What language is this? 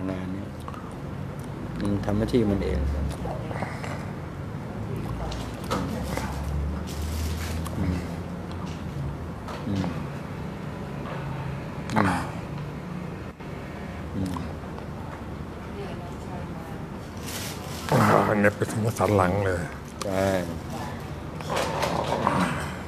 Thai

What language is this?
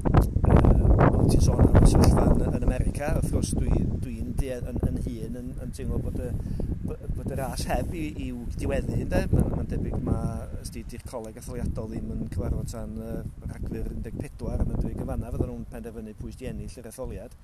Welsh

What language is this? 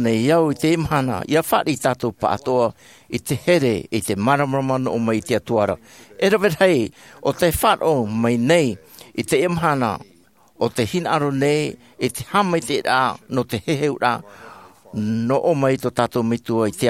Tahitian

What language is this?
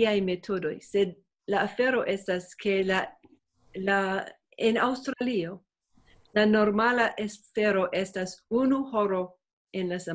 Esperanto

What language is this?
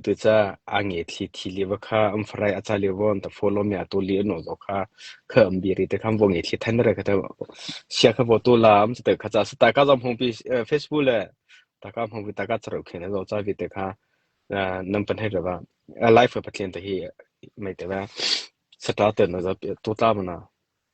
Mara Chin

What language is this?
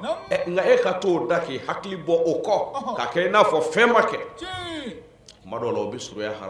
Bambara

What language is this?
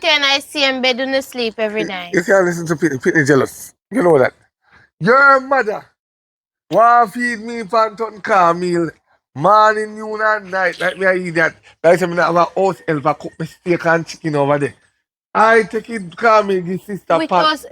Jamaican Creole English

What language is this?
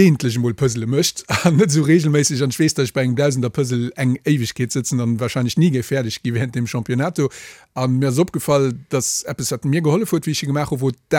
Luxembourgish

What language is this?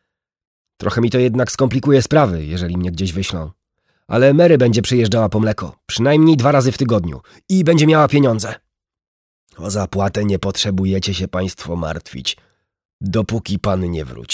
Polish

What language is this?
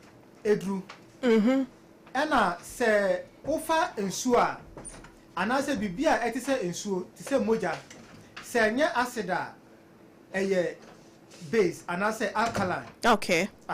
Akan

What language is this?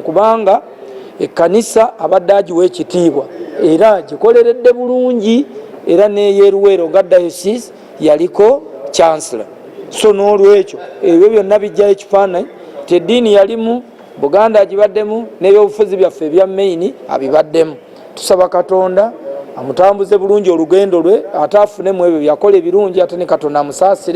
Ganda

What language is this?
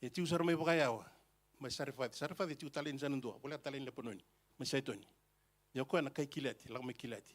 Fijian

